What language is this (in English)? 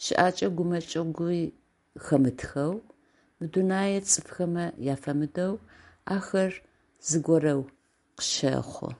Adyghe